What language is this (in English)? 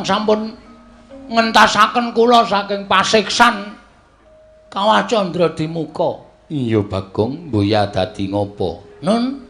Javanese